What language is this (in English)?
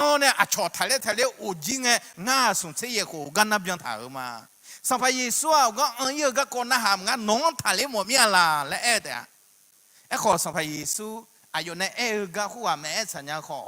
Akha